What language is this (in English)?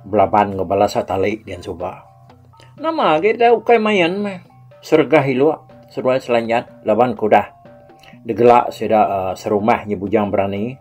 Iban